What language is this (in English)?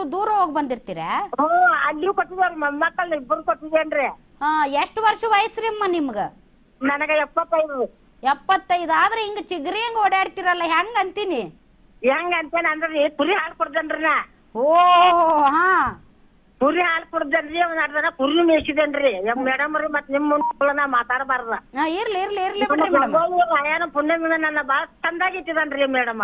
Kannada